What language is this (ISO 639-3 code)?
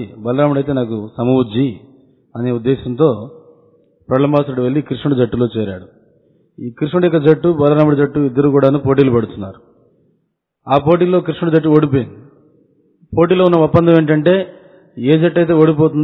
tel